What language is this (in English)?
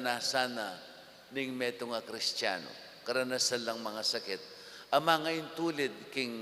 Pampanga